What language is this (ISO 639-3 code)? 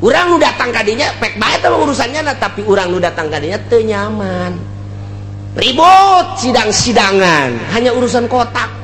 sun